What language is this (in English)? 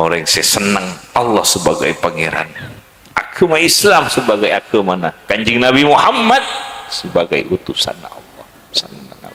Madurese